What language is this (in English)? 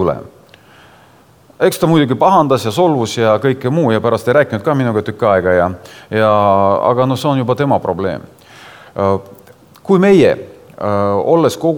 Estonian